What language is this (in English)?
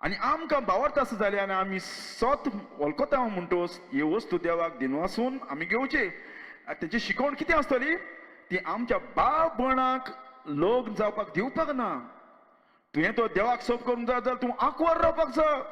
Konkani